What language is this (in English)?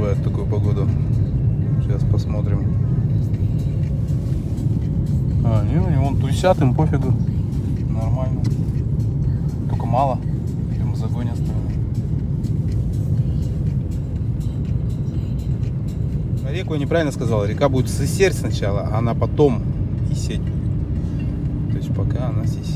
Russian